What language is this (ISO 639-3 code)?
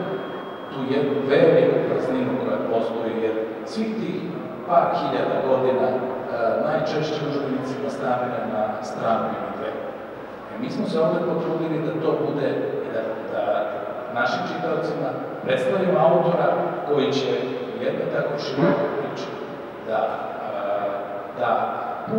srp